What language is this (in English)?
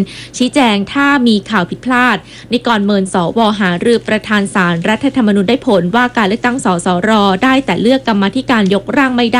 Thai